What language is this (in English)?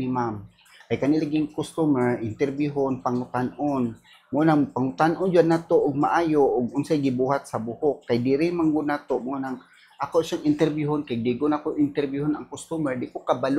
Cebuano